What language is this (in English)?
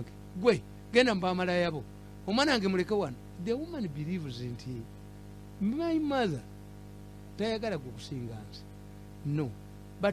Ganda